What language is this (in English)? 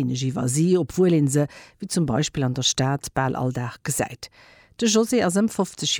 Luxembourgish